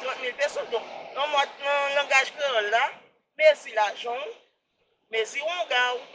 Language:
Haitian Creole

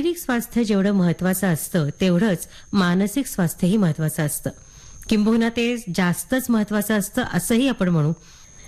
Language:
Marathi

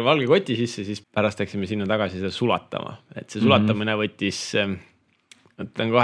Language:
Estonian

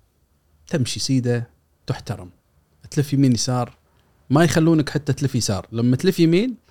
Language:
Gulf Arabic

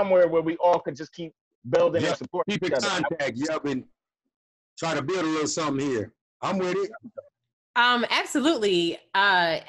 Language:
English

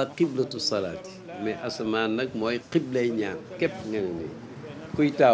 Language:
Wolof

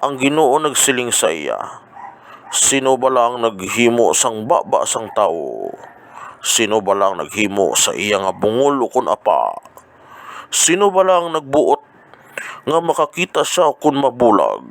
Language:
Hiligaynon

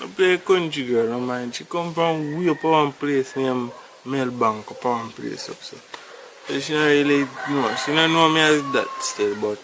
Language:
Jamaican Creole English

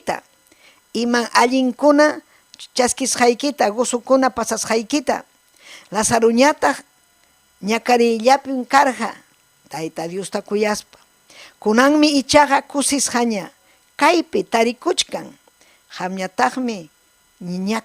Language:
Ayacucho Quechua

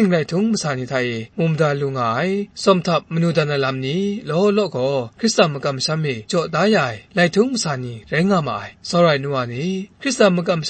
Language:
Kachin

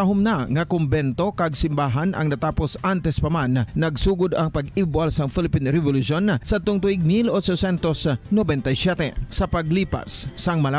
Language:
Hiligaynon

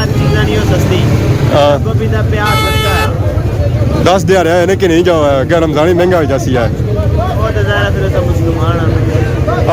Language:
Pahari-Potwari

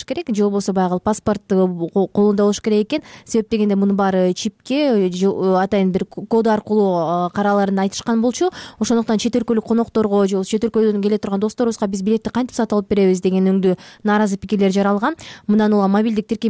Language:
Kyrgyz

